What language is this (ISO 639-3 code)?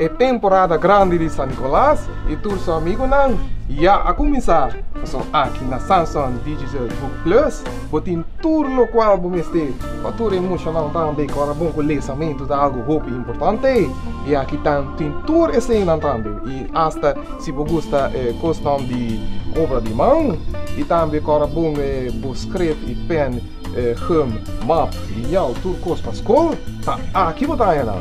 pap